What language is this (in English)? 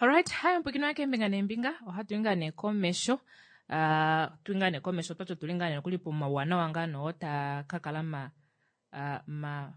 Kuanyama